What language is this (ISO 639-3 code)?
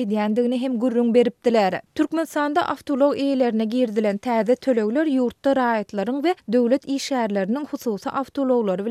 tuk